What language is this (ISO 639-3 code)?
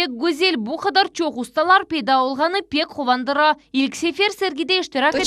crh